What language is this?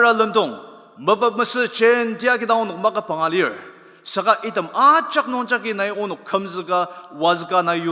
Ao Naga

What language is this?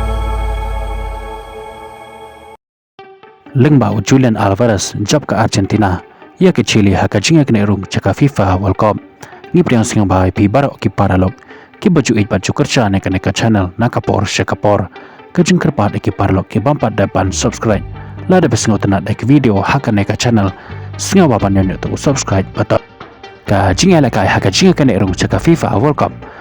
Khasi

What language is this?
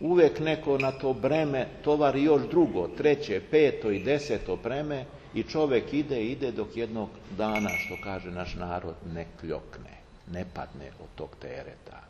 Serbian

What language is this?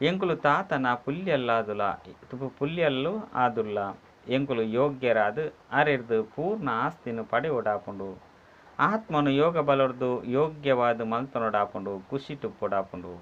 Tulu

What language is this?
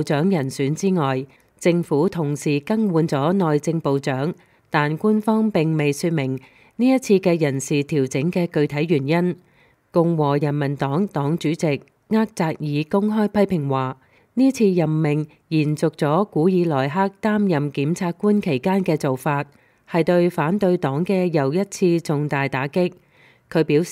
Cantonese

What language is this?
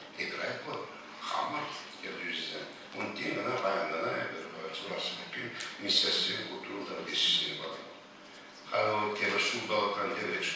Chuvash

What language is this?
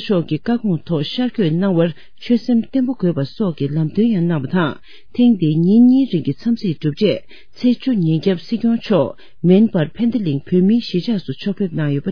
Tibetan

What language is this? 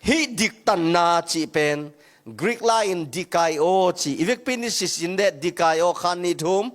Tedim Chin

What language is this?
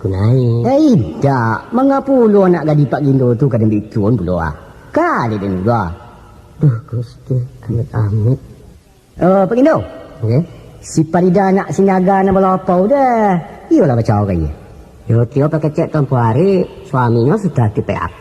Minangkabau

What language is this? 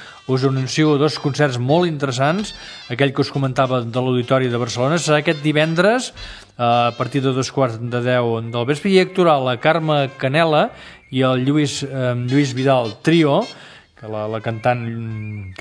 Catalan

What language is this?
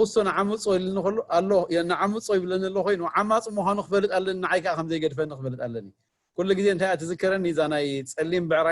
Tigrinya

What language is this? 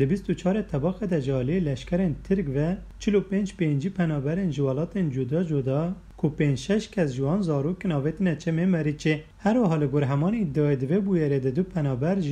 Kurdish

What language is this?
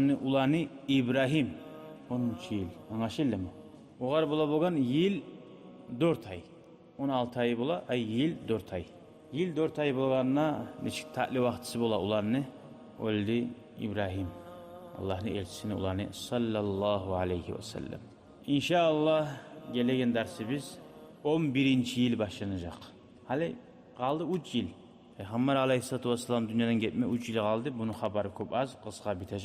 Kumyk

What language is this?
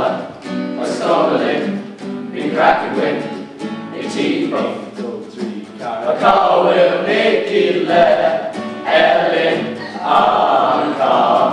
Irish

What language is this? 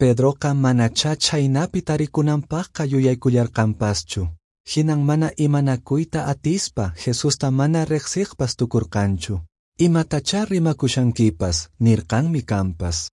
Quechua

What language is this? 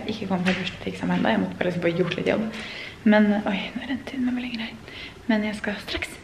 Norwegian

